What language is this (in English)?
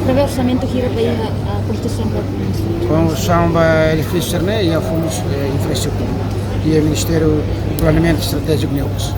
Tetum